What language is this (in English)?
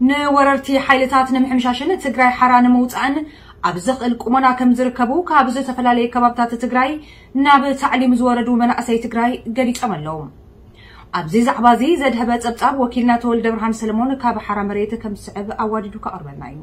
Tigrinya